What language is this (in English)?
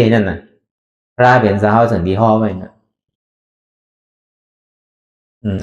Shan